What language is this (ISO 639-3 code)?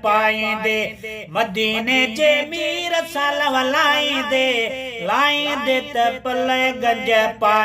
snd